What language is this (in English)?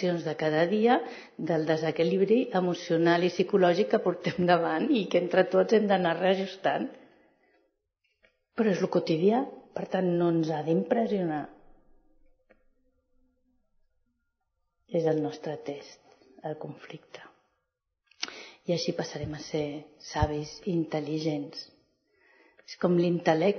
Catalan